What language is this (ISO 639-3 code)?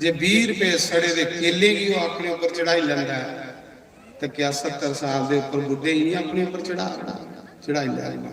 doi